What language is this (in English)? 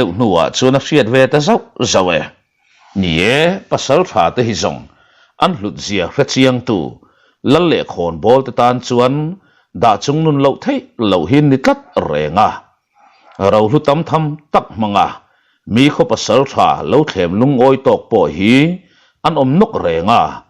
Mizo